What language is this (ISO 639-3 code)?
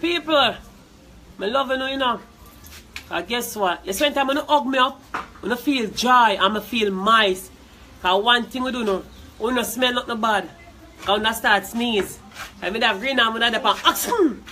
jam